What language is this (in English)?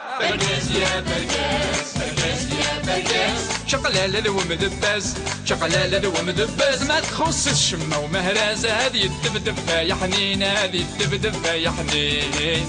Kabyle